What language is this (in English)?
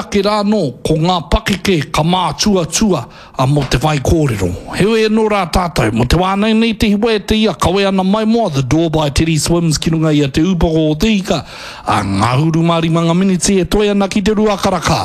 Māori